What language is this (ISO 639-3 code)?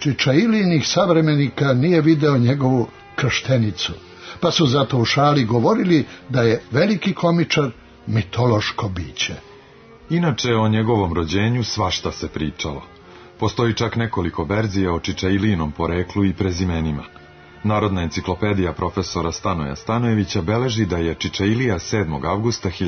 srp